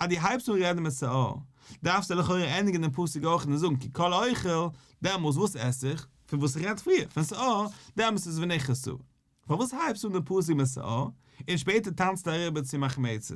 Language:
Yiddish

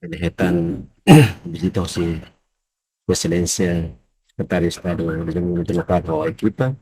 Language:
Tetum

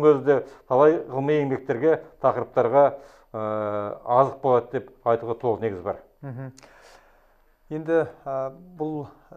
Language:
Kazakh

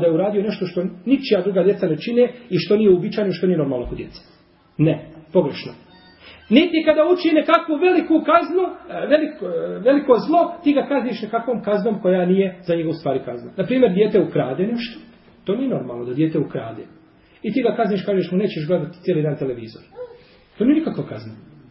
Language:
Bosnian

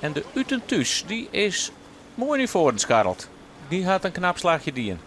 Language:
Western Frisian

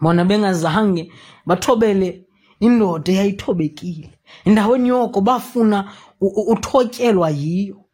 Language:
Xhosa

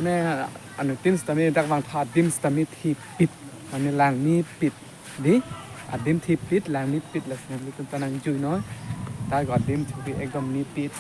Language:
Karbi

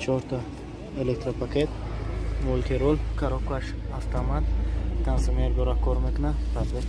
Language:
Tajik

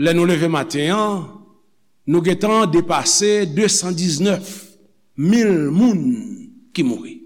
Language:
Haitian Creole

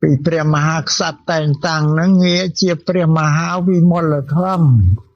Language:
Khmer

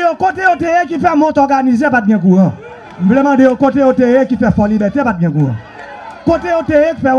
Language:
Haitian Creole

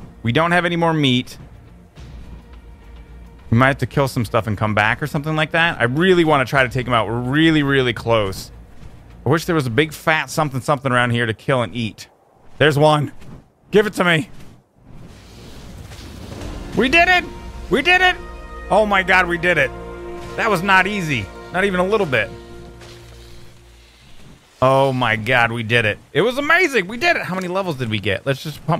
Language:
English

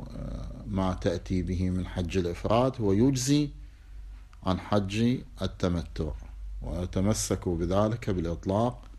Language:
Arabic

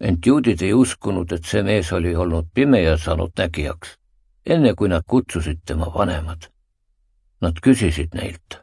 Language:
Estonian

